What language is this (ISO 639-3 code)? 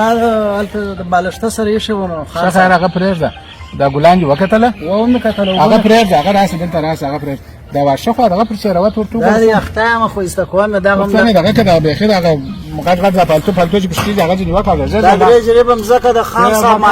pus